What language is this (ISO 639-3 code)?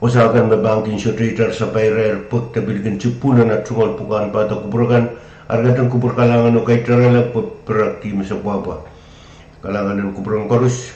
pon